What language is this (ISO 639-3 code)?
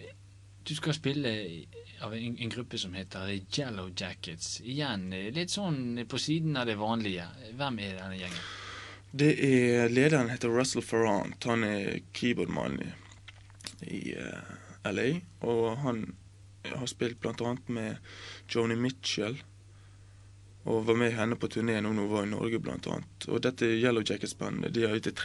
nor